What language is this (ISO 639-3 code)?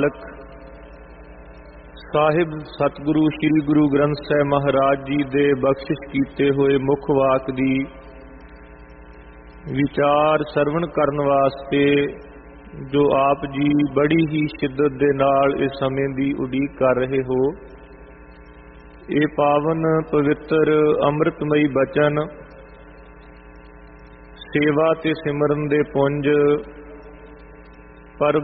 pan